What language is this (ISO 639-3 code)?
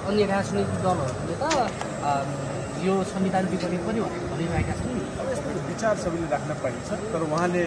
nep